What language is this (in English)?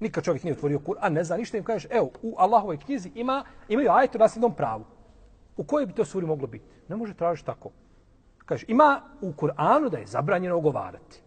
Bosnian